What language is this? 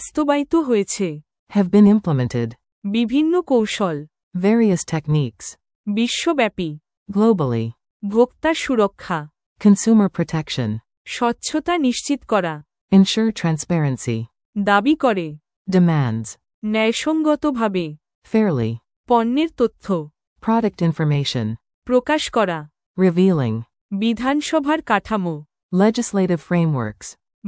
Bangla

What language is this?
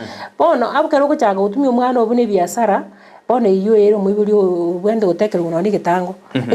Gusii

